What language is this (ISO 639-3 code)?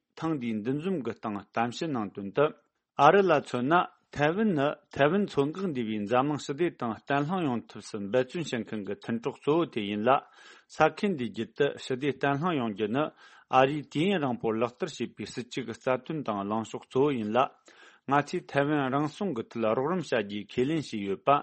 bod